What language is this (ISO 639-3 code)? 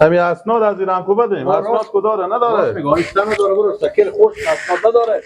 fas